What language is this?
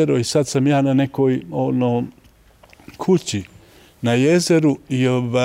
Bosnian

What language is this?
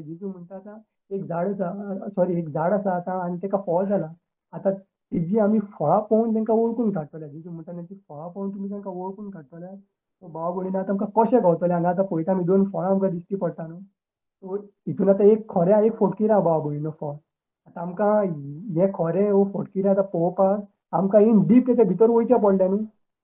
Konkani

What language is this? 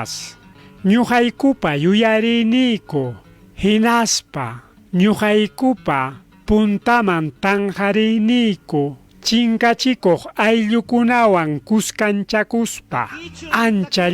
Ayacucho Quechua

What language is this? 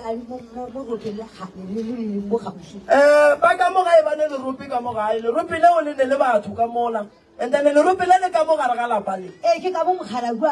Northern Sotho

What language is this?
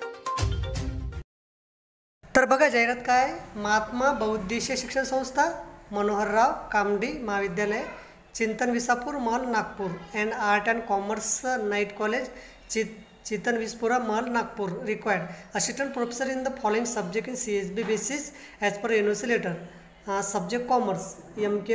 Marathi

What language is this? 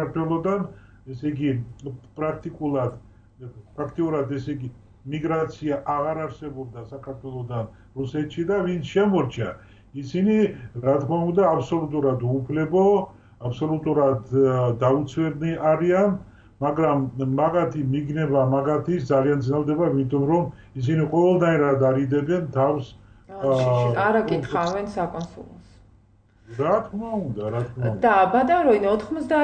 Georgian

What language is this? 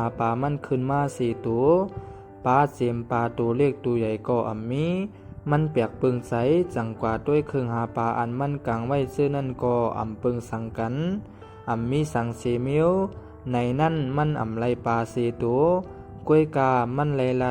Shan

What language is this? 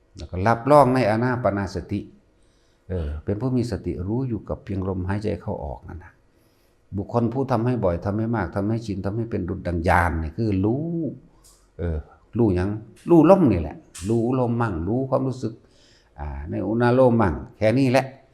Northeastern Thai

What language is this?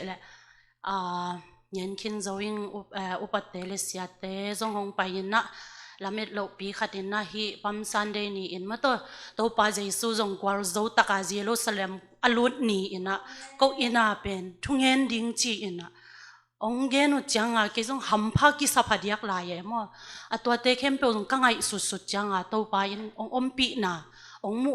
Tedim Chin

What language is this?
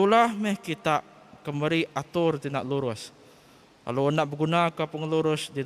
Iban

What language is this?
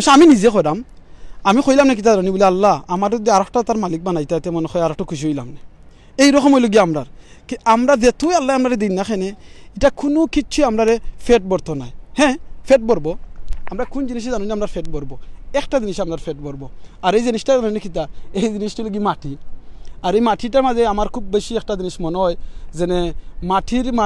Sylheti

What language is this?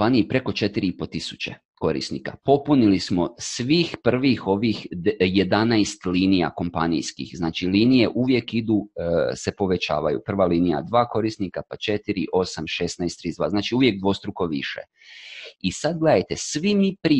Croatian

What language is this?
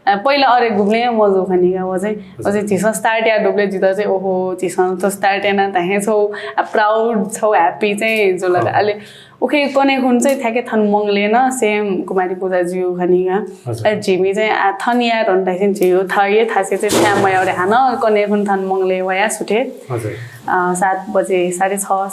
Newari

